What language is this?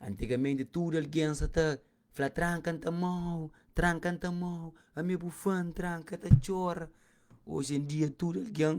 Kabuverdianu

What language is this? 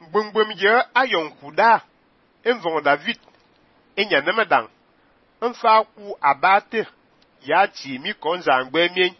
Fang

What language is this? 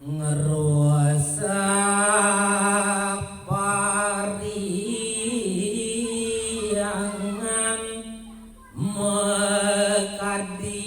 Balinese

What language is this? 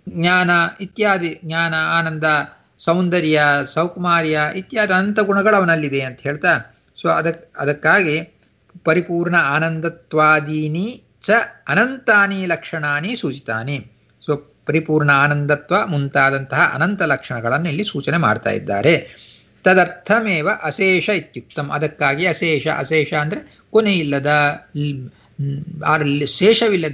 Kannada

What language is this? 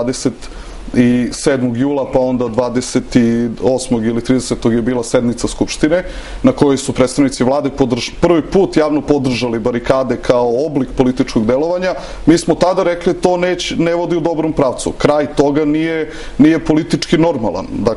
Serbian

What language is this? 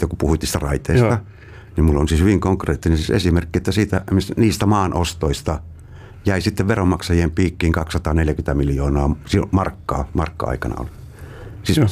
Finnish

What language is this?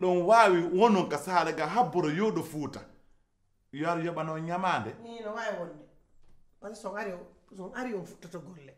Pular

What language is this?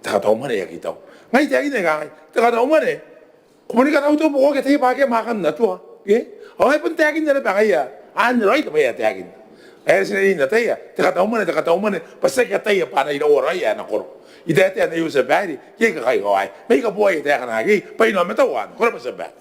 Gilbertese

